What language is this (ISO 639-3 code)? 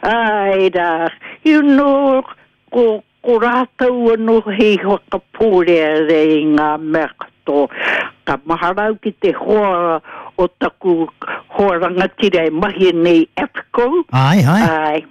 mri